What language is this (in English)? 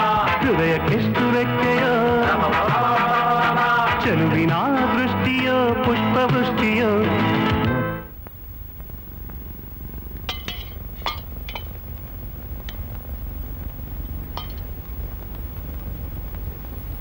Kannada